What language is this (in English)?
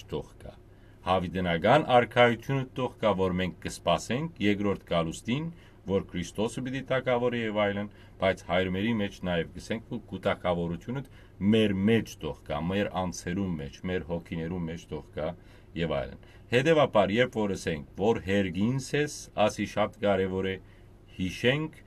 Western Armenian